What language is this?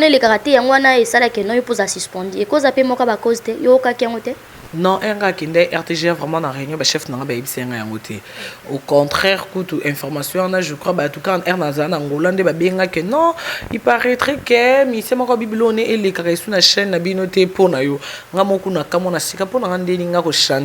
Lingala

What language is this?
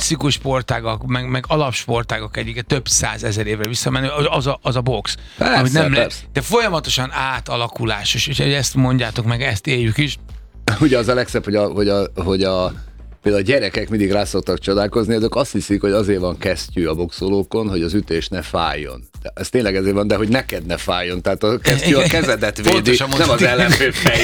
Hungarian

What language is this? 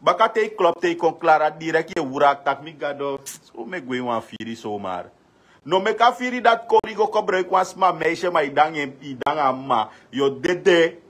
Sranan Tongo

